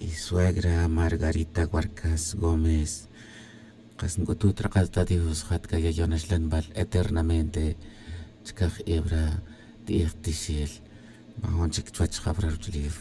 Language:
Tz'utujil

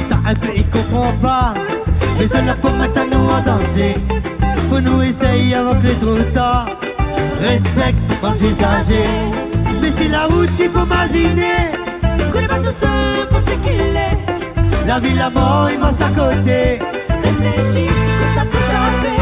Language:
Réunion Creole French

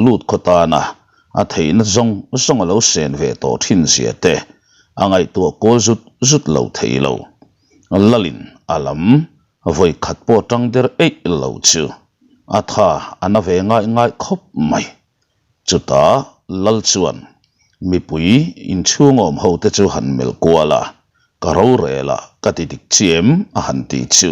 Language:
Mizo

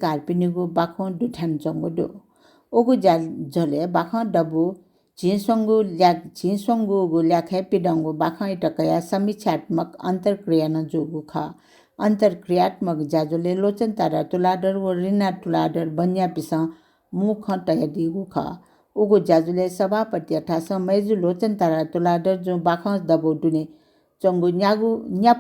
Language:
Newari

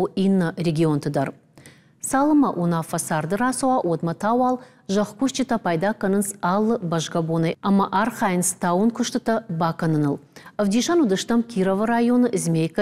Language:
Ossetic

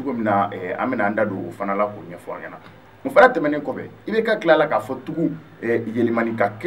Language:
Bambara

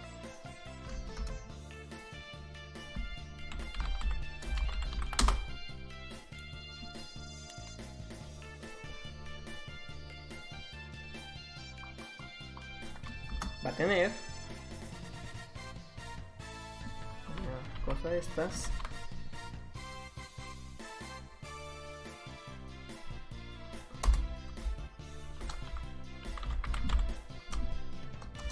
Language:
Spanish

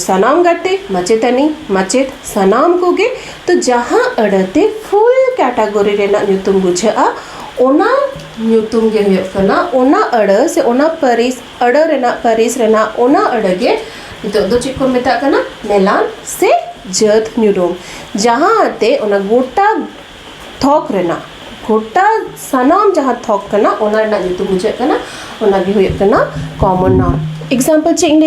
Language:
Santali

